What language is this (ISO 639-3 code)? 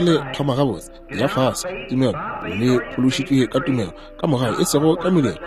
nso